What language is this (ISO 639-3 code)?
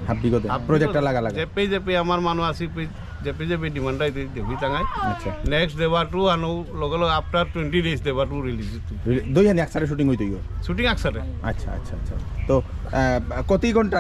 bpy